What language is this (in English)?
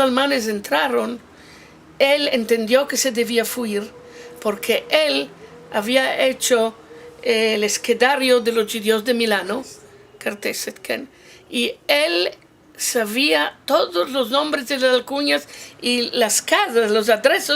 Ladino